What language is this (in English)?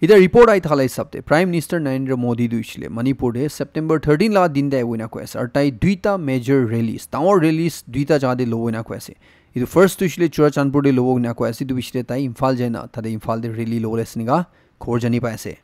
Naga Pidgin